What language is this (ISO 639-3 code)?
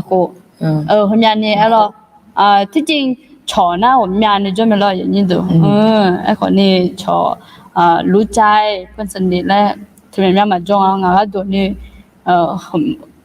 ahk